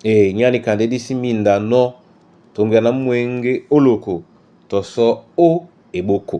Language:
Duala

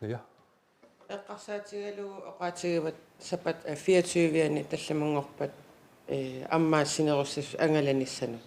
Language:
Kalaallisut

